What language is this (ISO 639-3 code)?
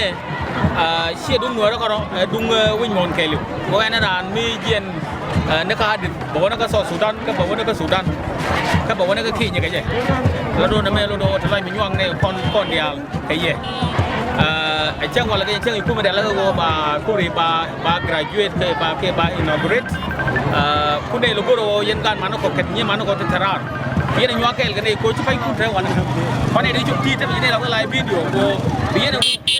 nus